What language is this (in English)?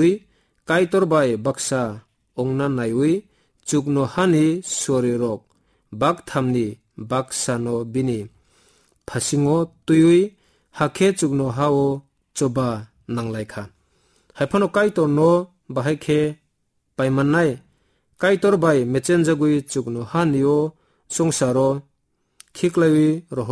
Kok Borok